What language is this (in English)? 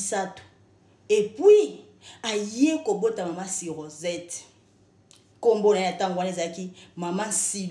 Lingala